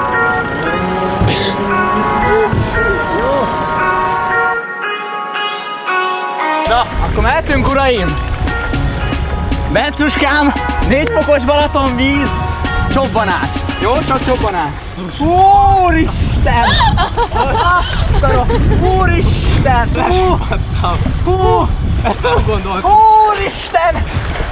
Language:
Hungarian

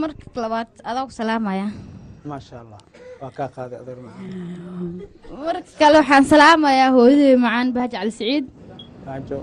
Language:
Somali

